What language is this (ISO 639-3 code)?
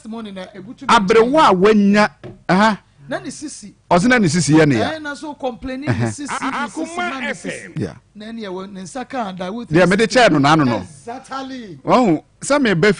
aka